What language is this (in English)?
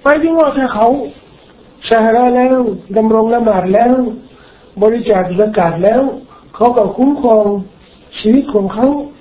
Thai